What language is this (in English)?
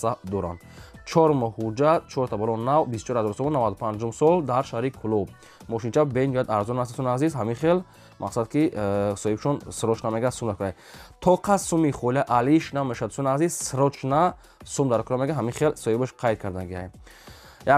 Tajik